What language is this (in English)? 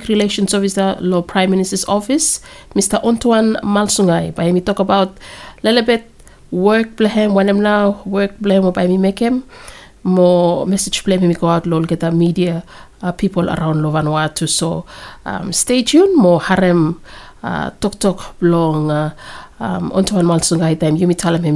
Bislama